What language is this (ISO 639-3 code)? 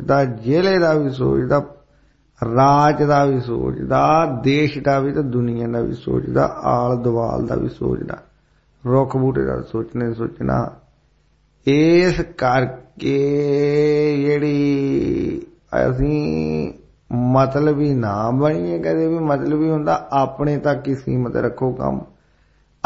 pan